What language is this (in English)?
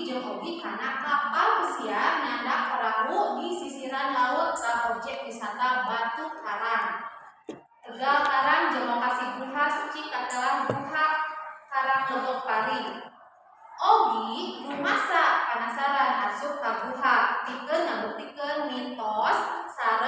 Sundanese